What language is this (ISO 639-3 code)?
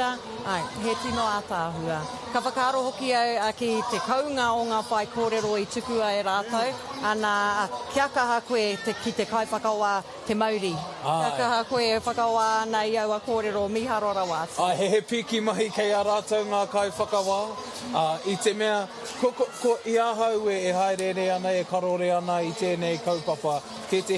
mri